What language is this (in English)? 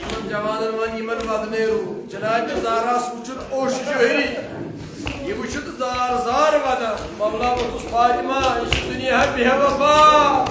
Kashmiri